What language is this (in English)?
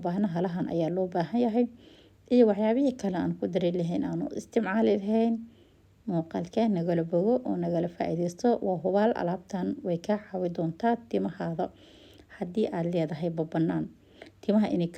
Somali